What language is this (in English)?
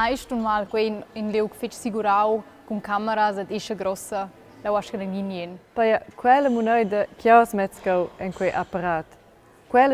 Romansh